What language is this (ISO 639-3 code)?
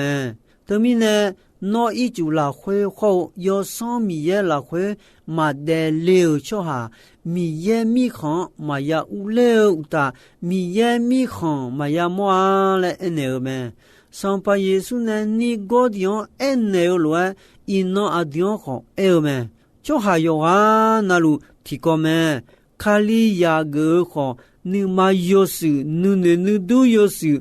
ahk